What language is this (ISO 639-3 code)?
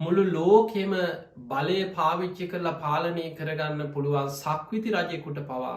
sin